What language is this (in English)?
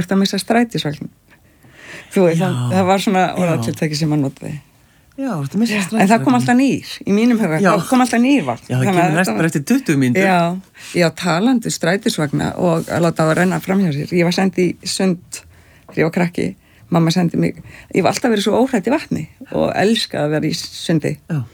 Icelandic